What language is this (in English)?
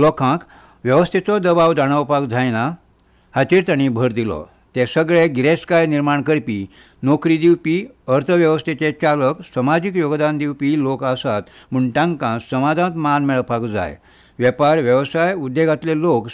Konkani